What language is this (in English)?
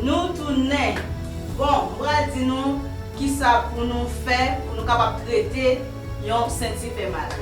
Haitian Creole